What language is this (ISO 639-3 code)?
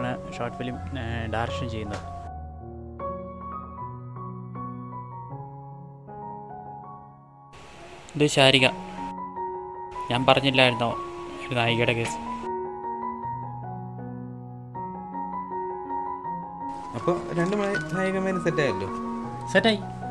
mal